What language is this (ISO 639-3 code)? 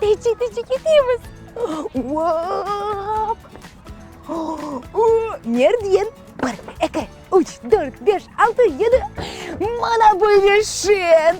crh